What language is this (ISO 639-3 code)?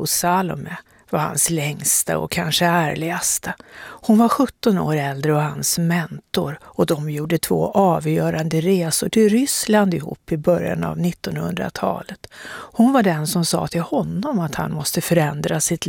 swe